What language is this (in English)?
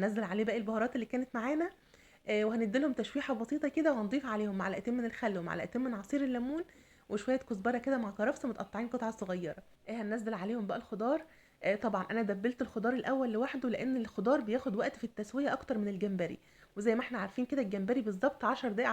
Egyptian Arabic